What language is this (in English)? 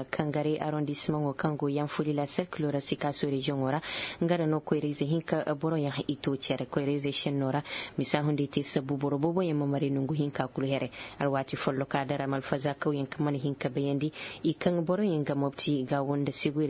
Zarma